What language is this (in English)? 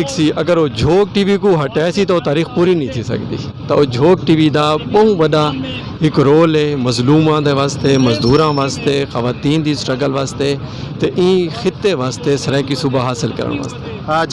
Saraiki